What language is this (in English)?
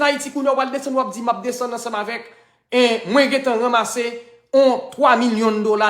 Haitian Creole